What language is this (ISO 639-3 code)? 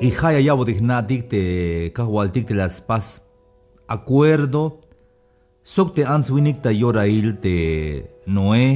tzh